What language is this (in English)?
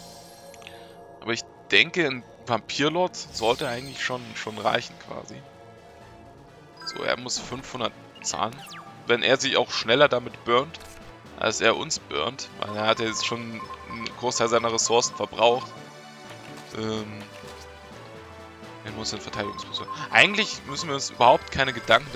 German